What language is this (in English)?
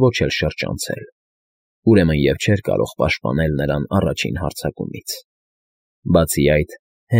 Armenian